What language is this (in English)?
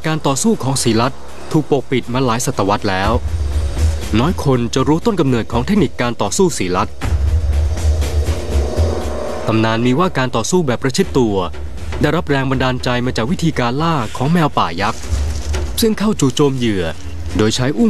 Thai